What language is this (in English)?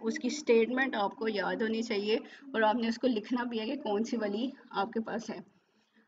Hindi